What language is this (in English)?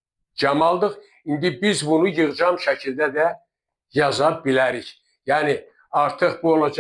Azerbaijani